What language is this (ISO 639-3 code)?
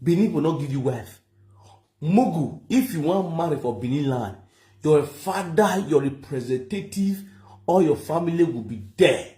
pcm